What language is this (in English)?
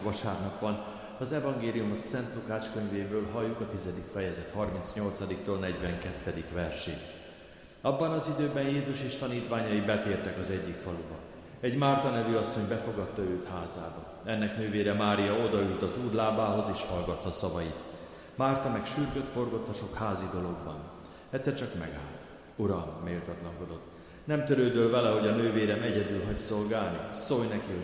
Hungarian